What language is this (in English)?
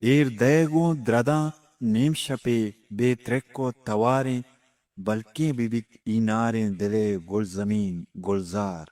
Eastern Balochi